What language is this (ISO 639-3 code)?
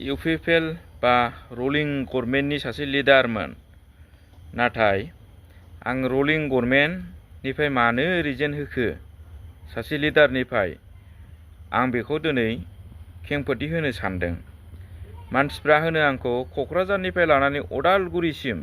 brx